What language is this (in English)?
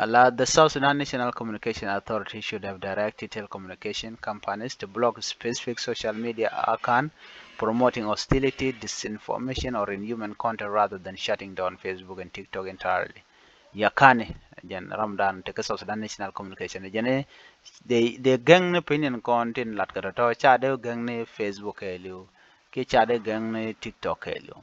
Nuer